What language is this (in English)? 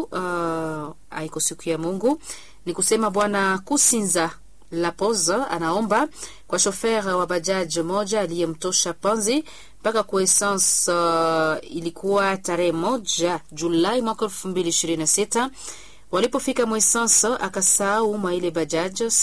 Swahili